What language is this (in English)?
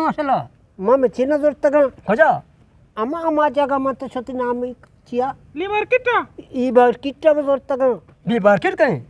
Eastern Balochi